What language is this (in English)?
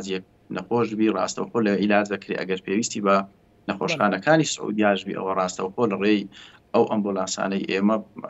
Central Kurdish